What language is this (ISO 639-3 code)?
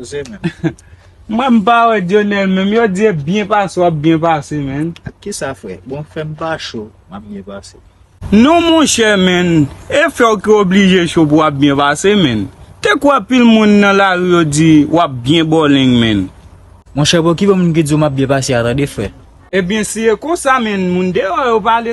hat